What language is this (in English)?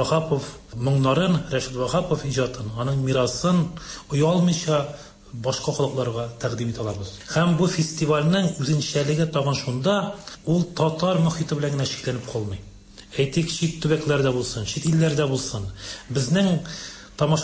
Tatar